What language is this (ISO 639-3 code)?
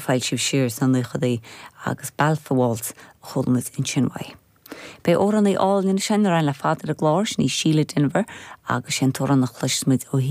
gle